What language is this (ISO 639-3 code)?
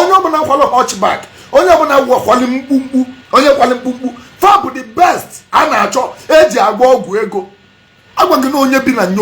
ibo